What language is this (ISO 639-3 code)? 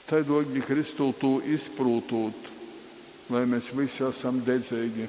ltg